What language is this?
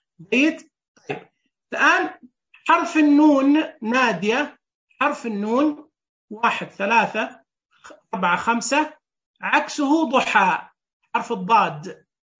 Najdi Arabic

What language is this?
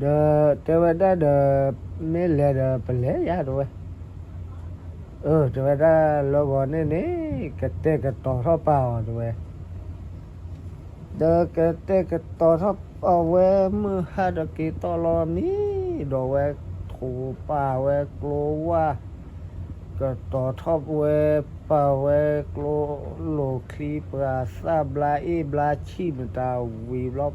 S'gaw Karen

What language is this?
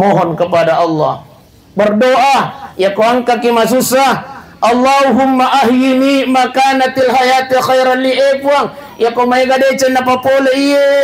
Buginese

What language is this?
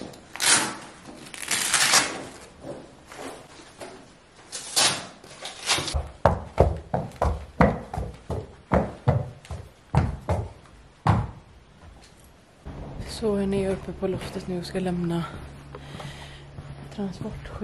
Swedish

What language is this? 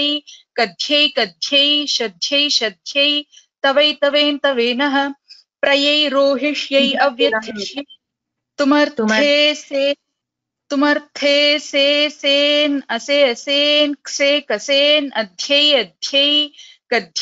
Sanskrit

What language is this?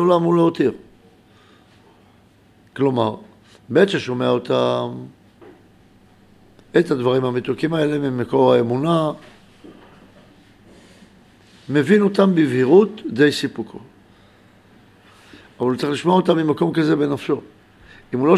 Hebrew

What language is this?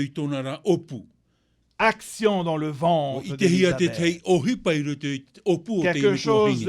Tahitian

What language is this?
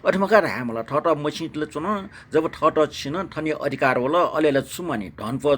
Newari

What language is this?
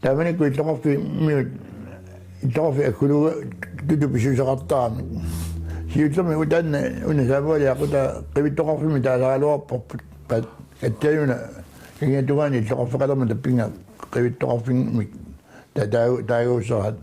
Kalaallisut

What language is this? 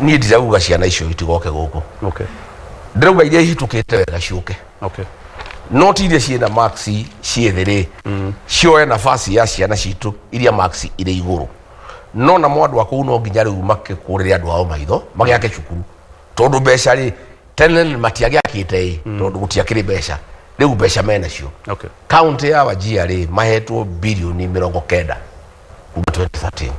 Kikuyu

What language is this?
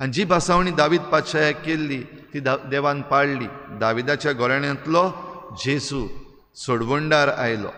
Konkani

